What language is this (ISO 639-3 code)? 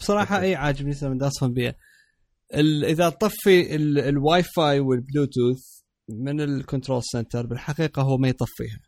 acm